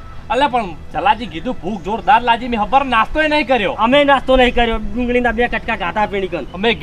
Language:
Gujarati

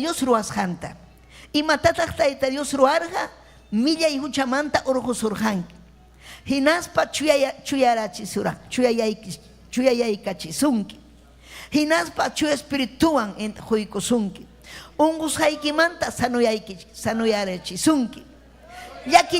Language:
Ayacucho Quechua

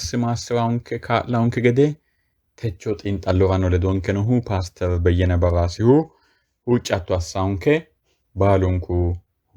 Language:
Sidamo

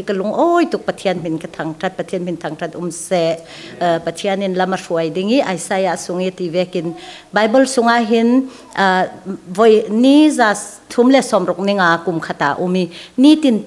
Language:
Falam Chin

